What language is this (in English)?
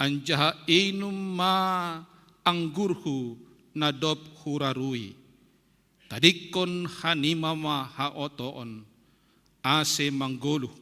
Batak Simalungun